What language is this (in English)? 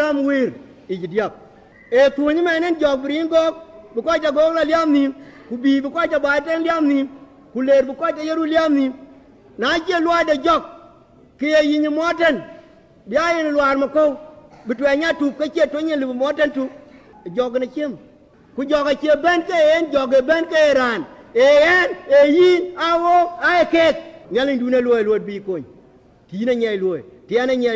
Dinka